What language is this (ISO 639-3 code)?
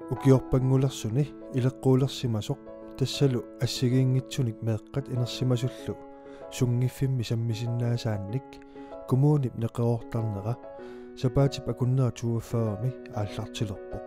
kal